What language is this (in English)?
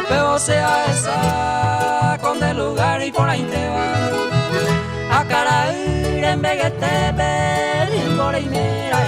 Guarani